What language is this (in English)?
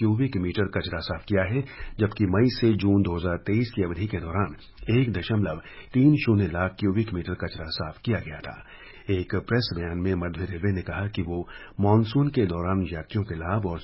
Hindi